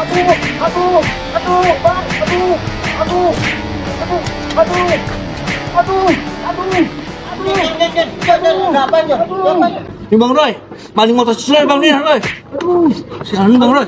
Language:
Betawi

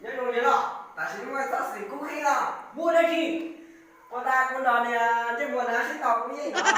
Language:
Hmong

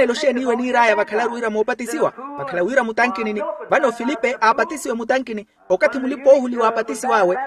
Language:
Makhuwa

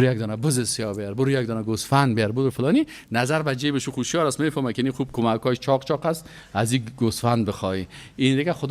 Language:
Persian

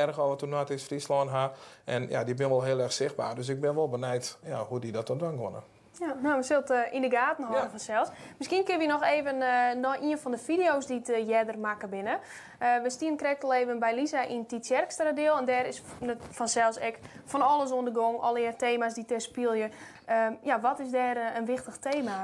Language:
Western Frisian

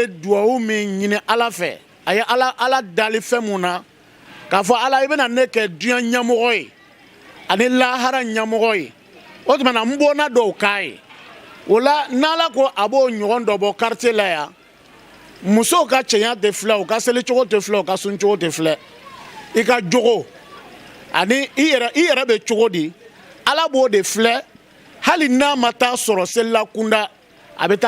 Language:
Bambara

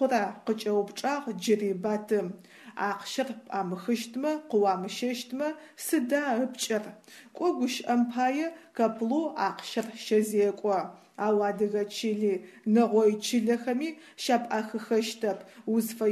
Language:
Adyghe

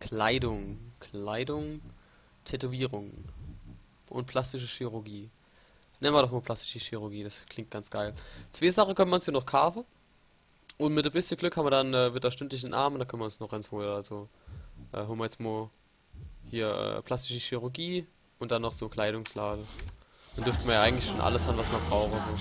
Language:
Palatine German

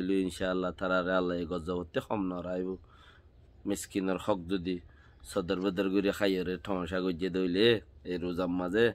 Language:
Rohingya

